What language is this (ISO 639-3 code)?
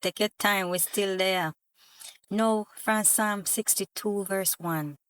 jam